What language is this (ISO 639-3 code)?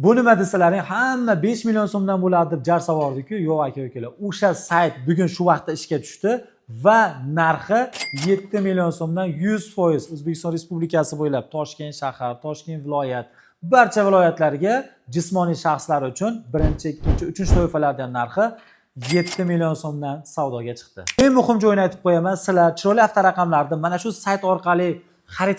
uzb